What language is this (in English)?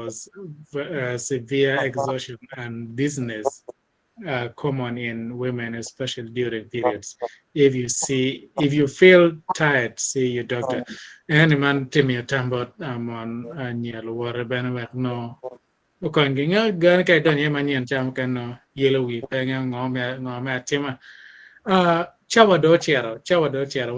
Acoli